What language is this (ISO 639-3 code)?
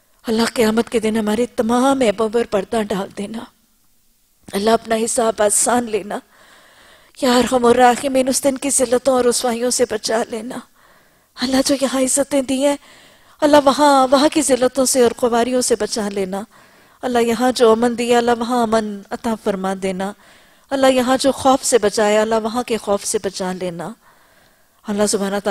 urd